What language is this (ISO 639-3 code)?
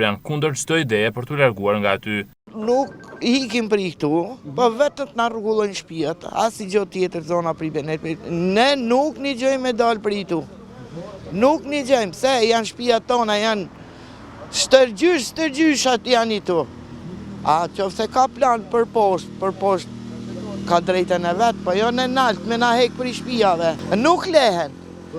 sqi